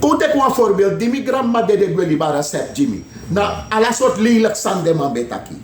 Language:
Sranan Tongo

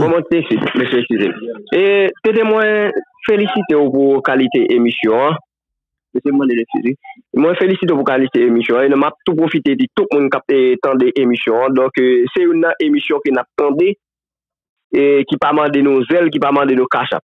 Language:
Haitian Creole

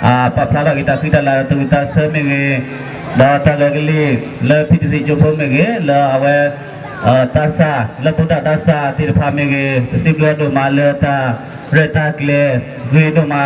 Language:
S'gaw Karen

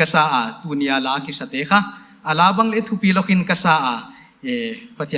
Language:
Paite Chin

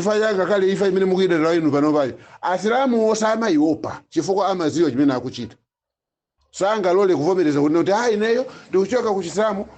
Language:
Nyanja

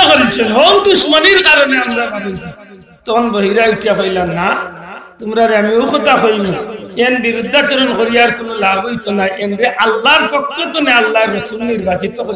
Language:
Sylheti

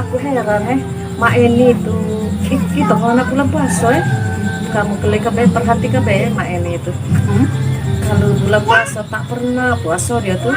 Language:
Musi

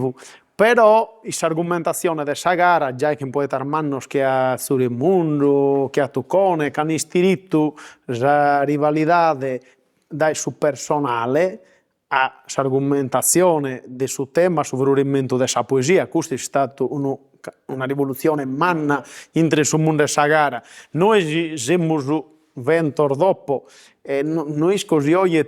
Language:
Sardinian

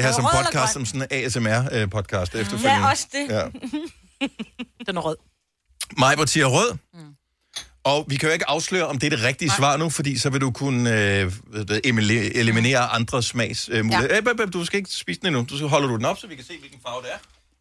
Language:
Danish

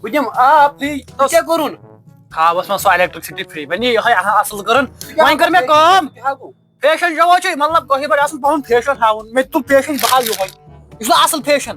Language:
Kashmiri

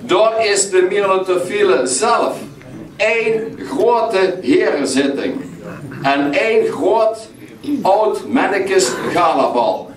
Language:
Limburgish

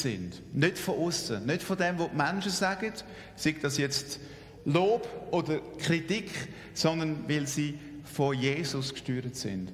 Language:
Swiss German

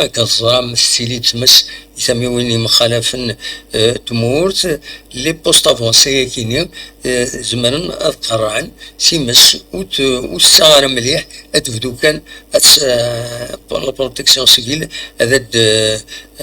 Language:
Kabyle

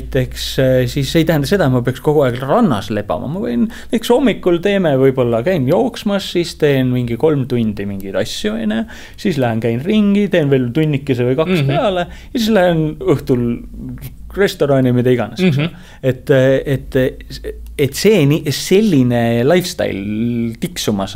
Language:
Estonian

